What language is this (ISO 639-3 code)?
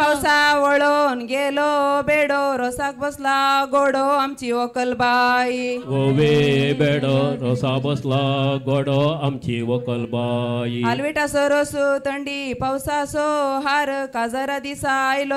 kok